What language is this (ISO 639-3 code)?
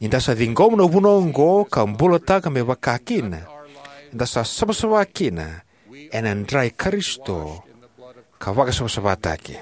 fij